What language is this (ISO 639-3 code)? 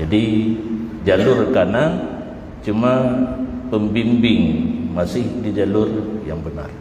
ace